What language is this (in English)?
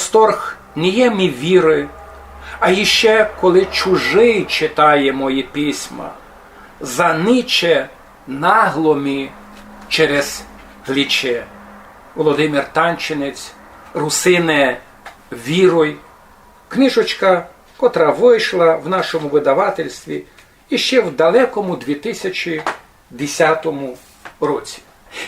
Rusyn